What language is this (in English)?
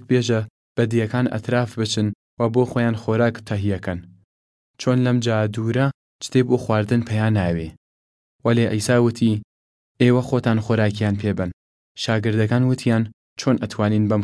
Southern Kurdish